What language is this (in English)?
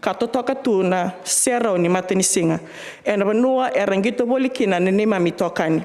Fijian